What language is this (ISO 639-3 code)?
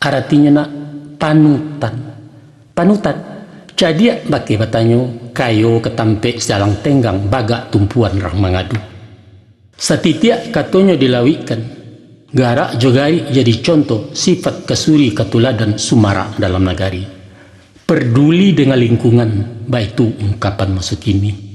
min